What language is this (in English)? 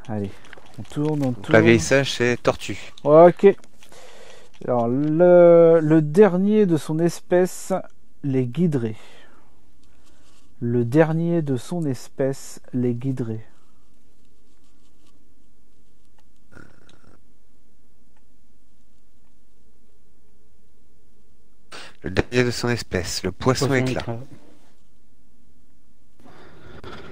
French